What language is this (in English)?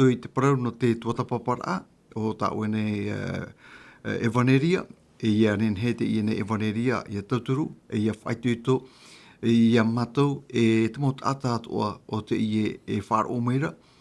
Tahitian